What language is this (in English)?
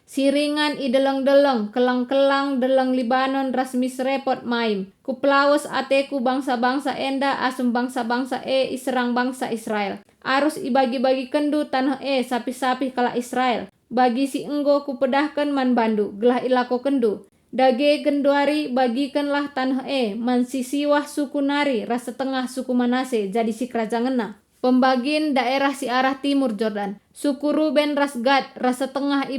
Batak Karo